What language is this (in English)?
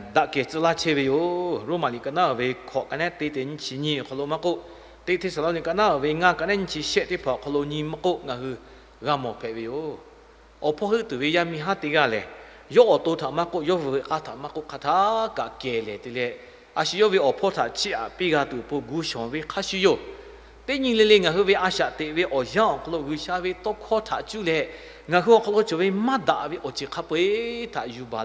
Lahu